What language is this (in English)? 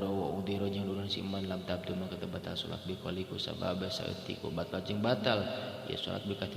Sundanese